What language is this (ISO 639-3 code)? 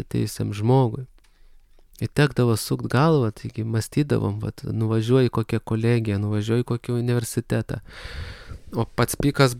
lit